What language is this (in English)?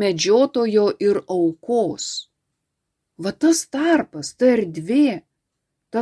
Lithuanian